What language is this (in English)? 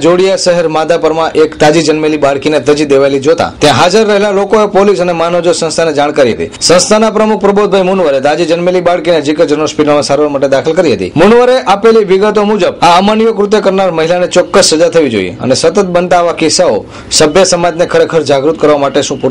Gujarati